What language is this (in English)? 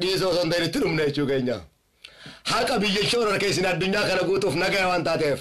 Oromo